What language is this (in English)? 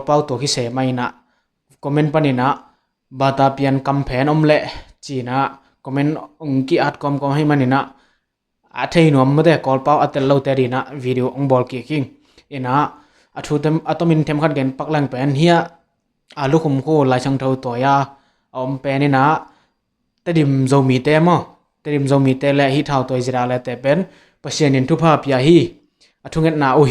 Tedim Chin